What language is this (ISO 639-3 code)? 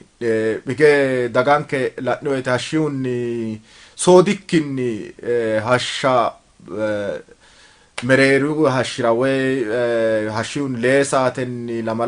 sid